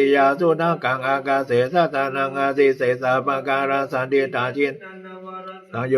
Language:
Pali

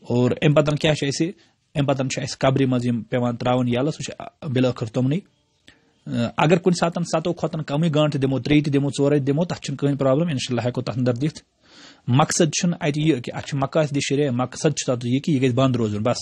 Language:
Kashmiri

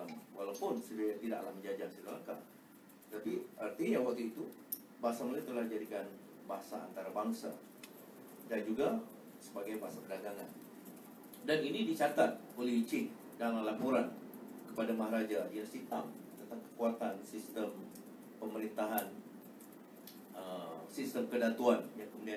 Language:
Malay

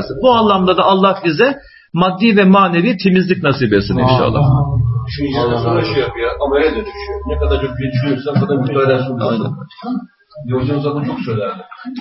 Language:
Turkish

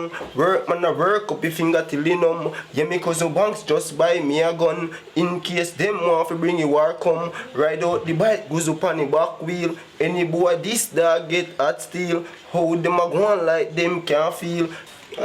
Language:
Jamaican Creole English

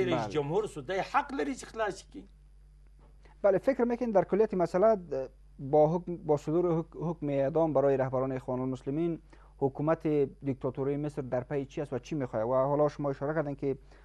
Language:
Persian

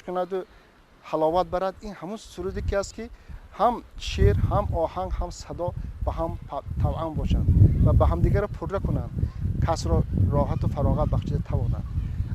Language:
Tajik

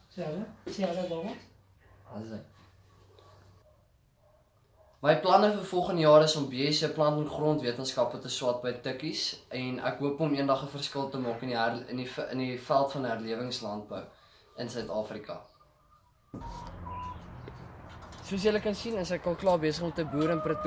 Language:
Afrikaans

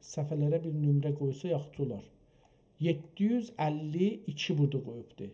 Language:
South Azerbaijani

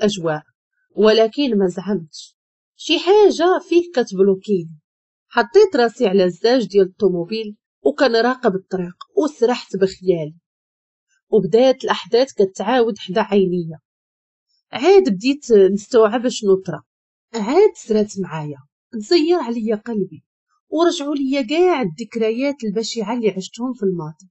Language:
Moroccan Arabic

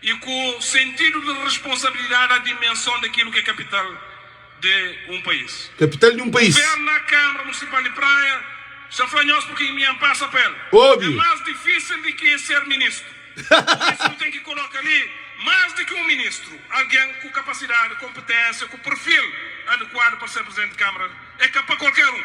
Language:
Kabuverdianu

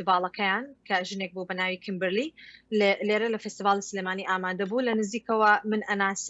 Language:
Central Kurdish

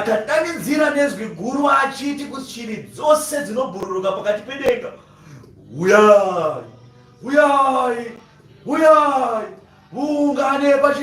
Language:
Shona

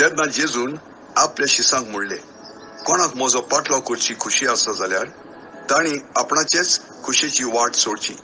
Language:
Konkani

